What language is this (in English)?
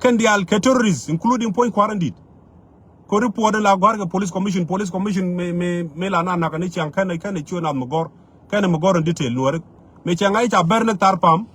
Nuer